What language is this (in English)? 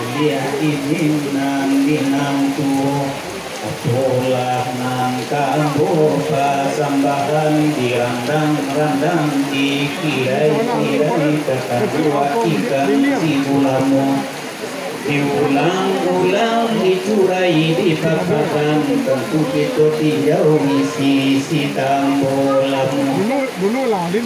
Minangkabau